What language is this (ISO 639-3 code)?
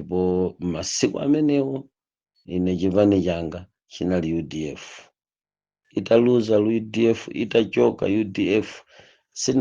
nya